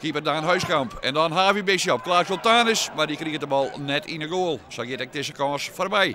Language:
Western Frisian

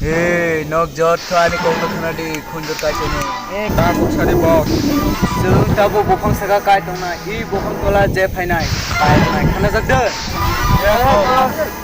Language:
Kok Borok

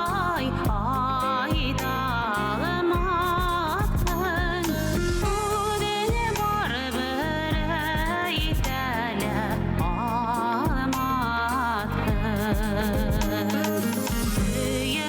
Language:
Bashkir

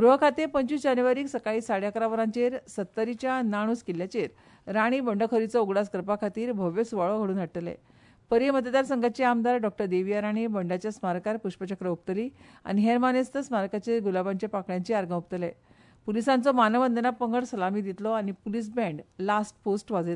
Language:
Konkani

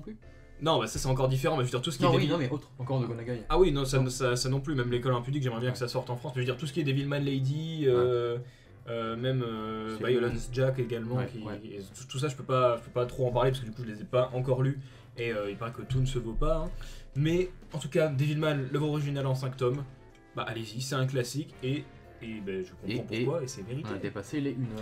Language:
French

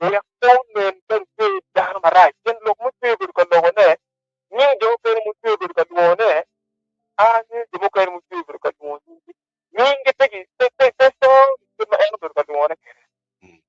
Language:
Acoli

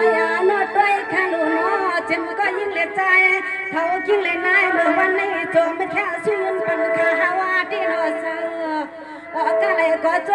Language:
Shan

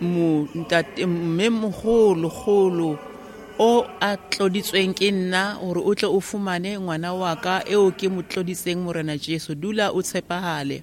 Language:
Tswana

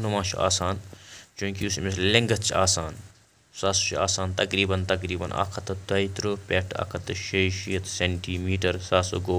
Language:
Kashmiri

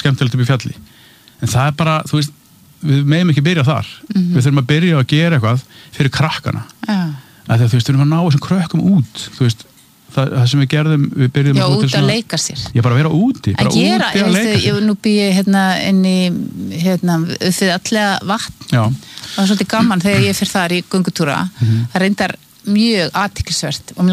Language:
Icelandic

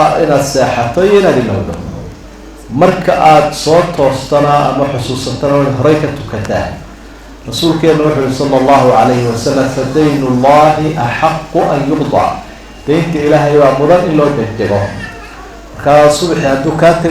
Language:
Somali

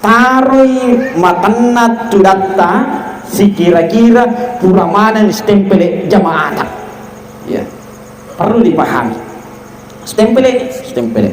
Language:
Buginese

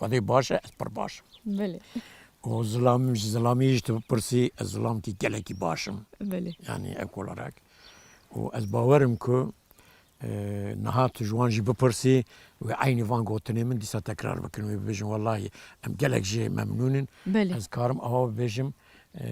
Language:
Kurdish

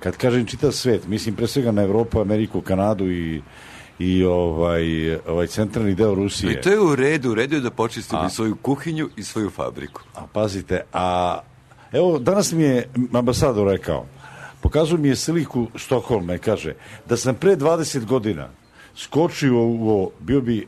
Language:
Serbian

